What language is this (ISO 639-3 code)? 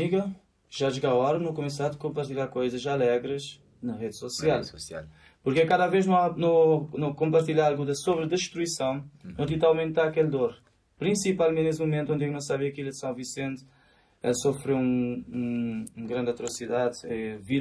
kea